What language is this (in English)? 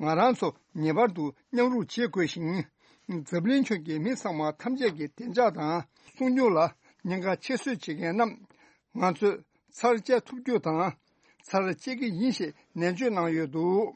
Tibetan